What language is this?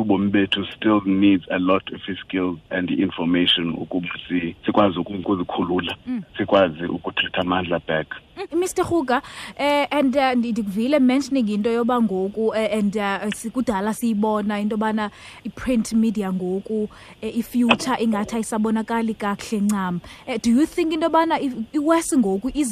Xhosa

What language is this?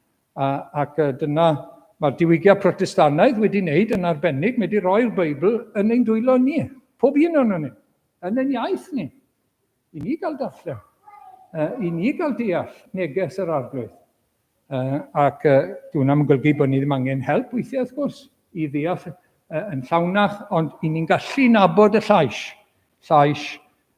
Welsh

